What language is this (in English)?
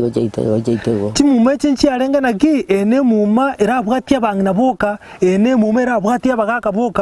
Gusii